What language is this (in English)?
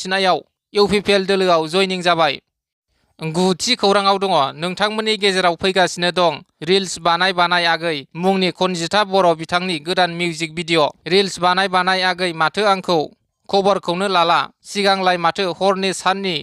Bodo